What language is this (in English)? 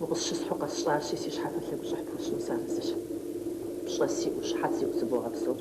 Kabardian